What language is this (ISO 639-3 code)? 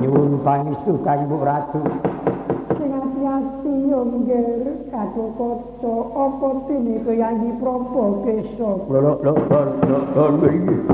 jav